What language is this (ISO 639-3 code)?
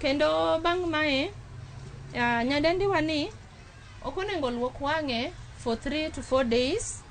luo